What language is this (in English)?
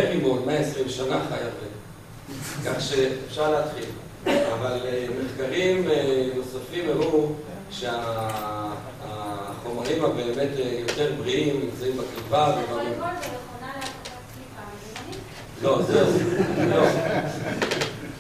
Hebrew